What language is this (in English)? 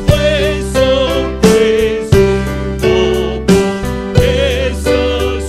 Poumei Naga